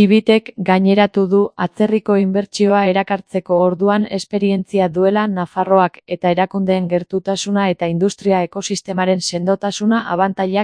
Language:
Basque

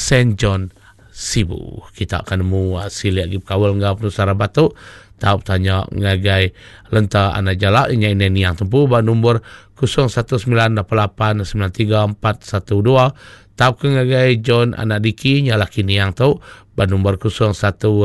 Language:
Iban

